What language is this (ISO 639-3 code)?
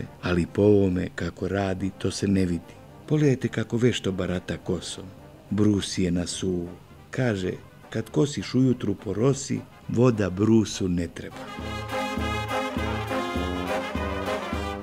srp